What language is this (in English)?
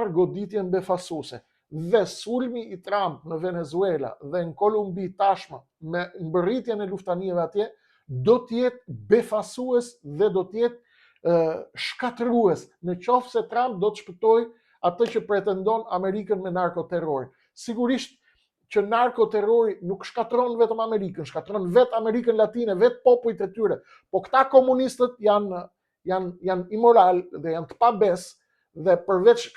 Albanian